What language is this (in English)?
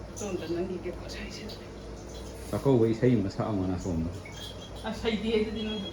Manipuri